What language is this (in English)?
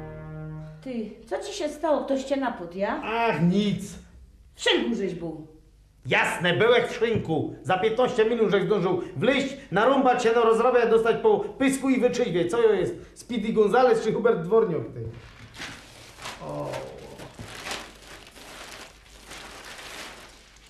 Polish